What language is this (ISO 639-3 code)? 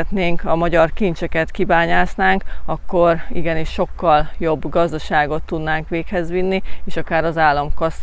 hun